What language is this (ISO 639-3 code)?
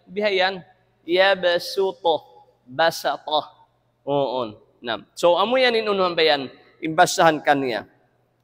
tsg